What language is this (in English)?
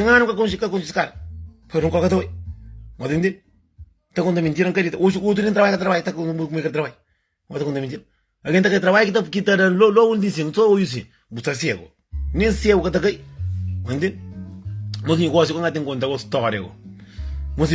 Kabuverdianu